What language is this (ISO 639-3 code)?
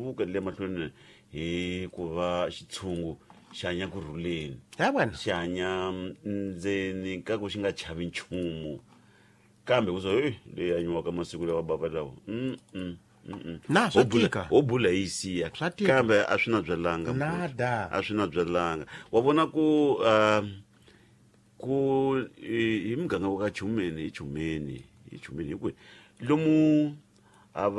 tso